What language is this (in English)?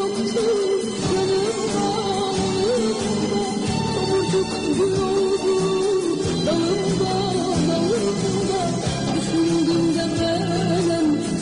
Turkish